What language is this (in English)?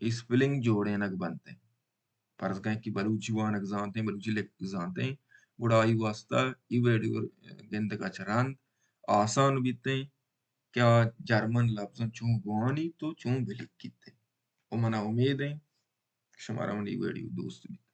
Baluchi